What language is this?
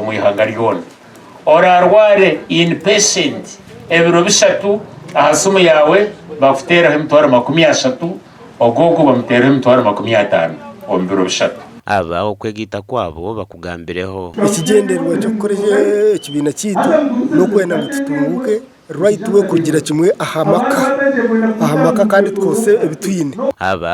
Nyankole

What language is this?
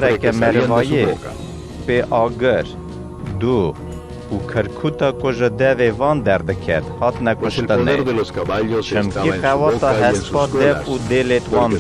Kurdish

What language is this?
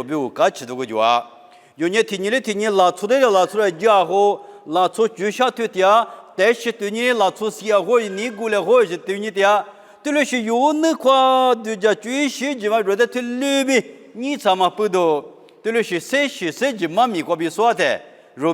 Lisu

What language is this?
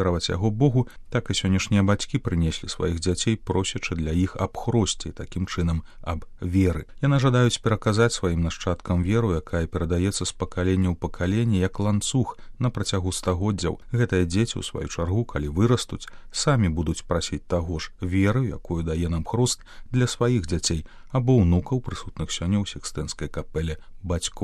Belarusian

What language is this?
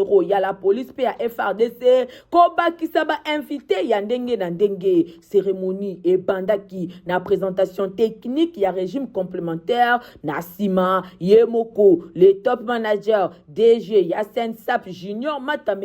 Lingala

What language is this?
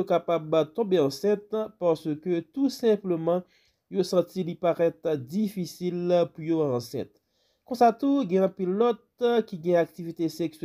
Haitian Creole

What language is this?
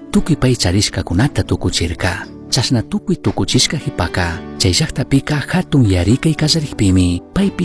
Chimborazo Highland Quichua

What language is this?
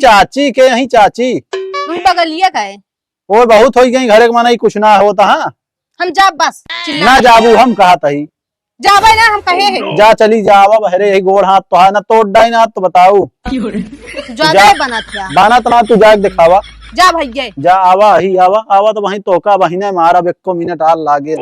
Awadhi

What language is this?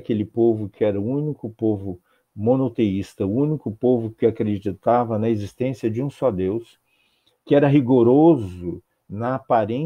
Portuguese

